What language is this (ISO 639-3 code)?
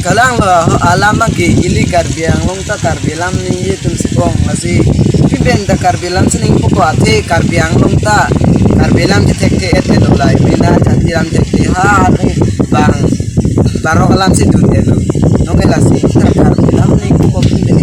mjw